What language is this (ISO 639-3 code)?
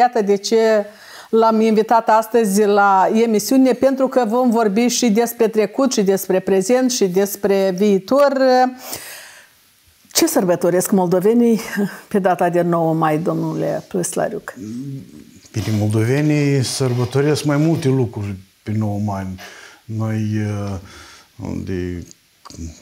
ron